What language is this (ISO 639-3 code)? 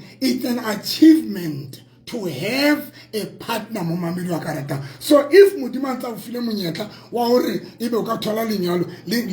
sot